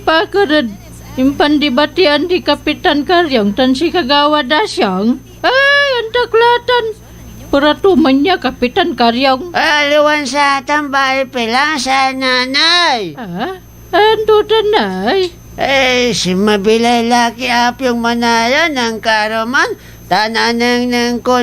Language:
Pangasinan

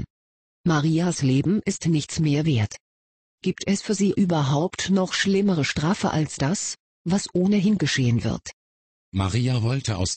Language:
German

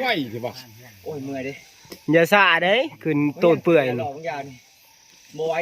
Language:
Northeastern Thai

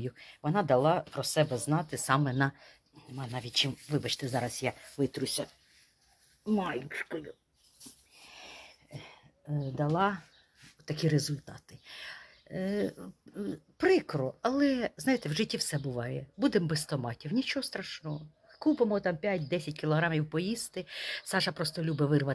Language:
Ukrainian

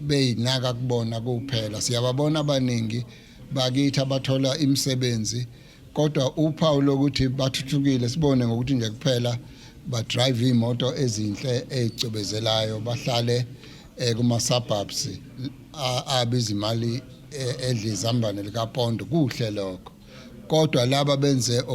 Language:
Zulu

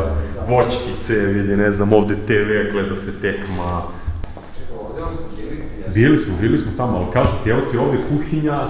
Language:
Serbian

